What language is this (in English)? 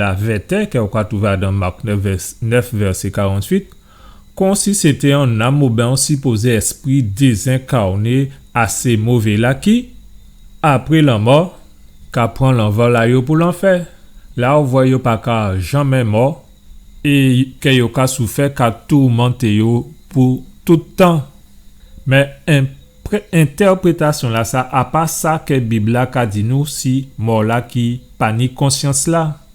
Guadeloupean Creole French